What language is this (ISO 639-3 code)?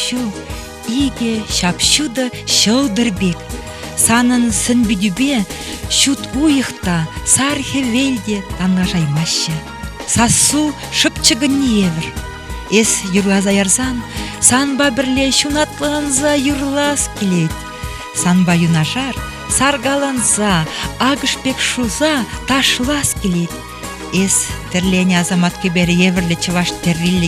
chv